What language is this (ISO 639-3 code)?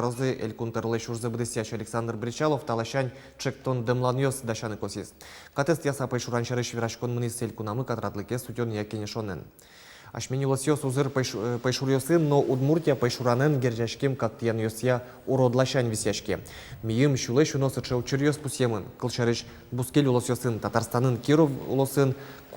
udm